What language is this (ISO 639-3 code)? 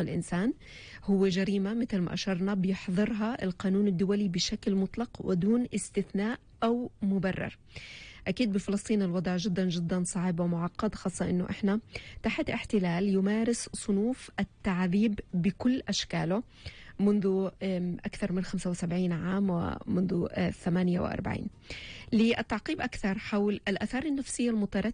apc